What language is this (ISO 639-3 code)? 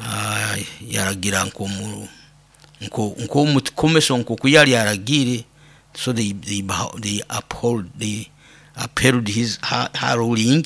nyo